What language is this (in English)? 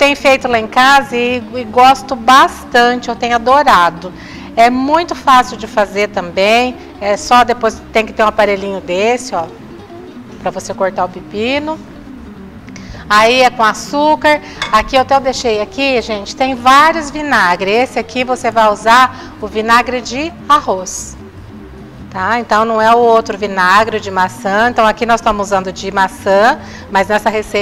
Portuguese